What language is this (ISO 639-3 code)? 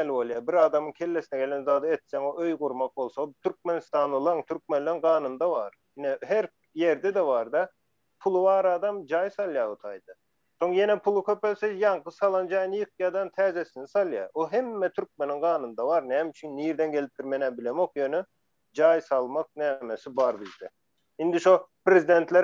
tuk